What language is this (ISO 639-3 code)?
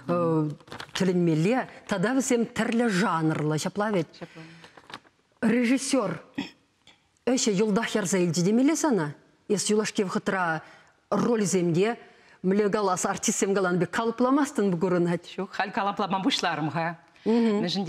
chv